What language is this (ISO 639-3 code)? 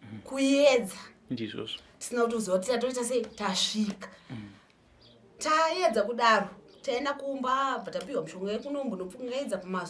sna